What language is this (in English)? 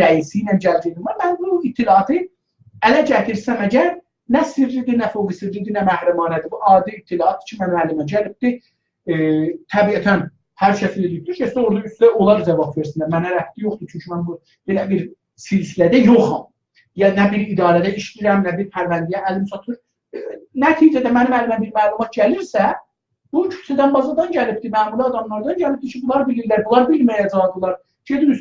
South Azerbaijani